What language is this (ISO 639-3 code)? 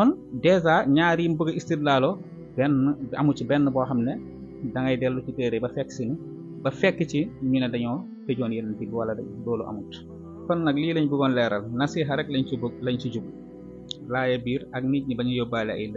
wol